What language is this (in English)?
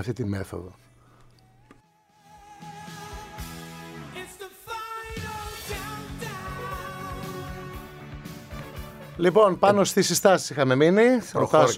Greek